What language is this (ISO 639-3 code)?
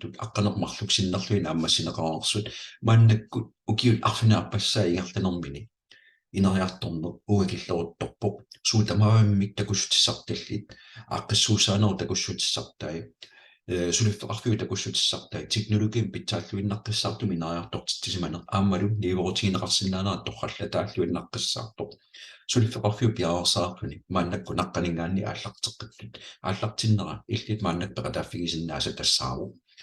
kal